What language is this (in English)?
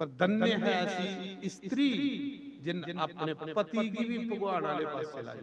Dogri